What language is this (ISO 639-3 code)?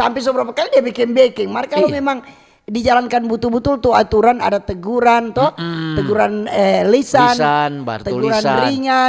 xmm